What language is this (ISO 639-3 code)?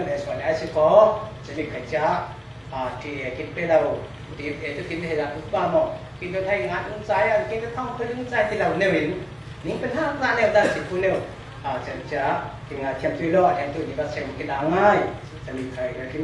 cfm